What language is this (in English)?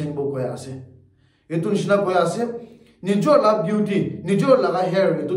Naga Pidgin